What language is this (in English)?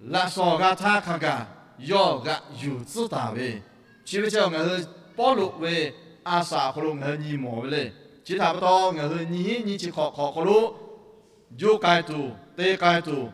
Lahu